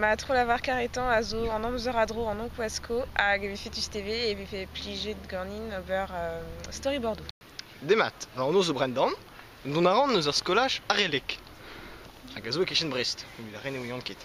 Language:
Breton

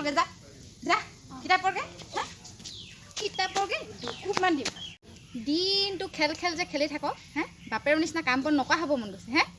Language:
Assamese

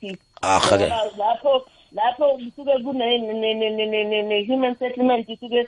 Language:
South Ndebele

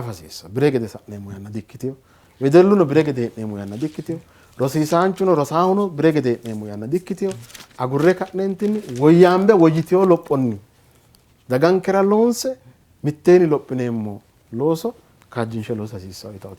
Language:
Sidamo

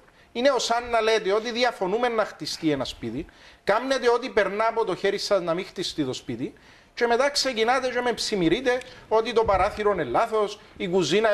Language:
Greek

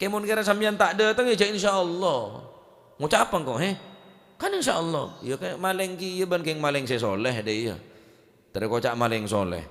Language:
Madurese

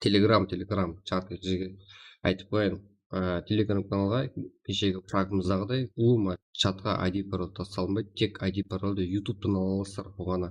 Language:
Kara-Kalpak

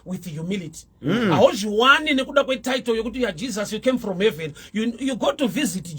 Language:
Shona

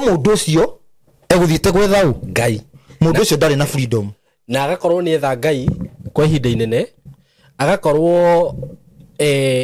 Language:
Kikuyu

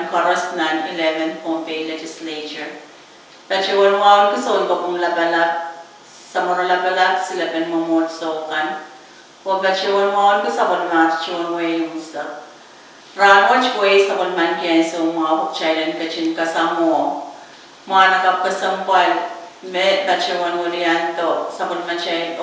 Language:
Pohnpeian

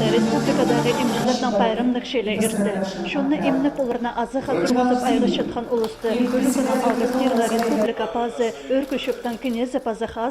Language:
Khakas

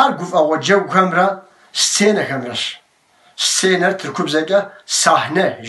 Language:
Kabardian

